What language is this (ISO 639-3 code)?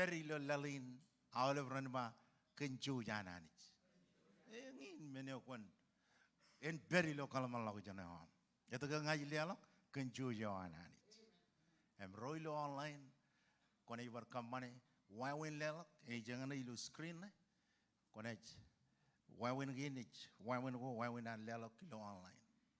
mah